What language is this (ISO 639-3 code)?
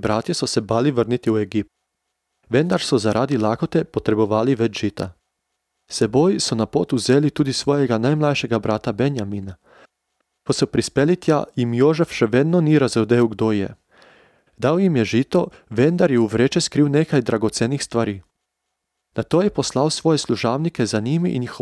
slv